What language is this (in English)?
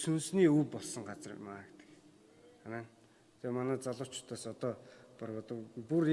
Mongolian